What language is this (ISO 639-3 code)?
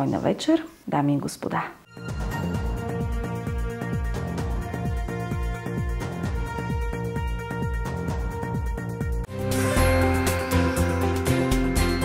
bul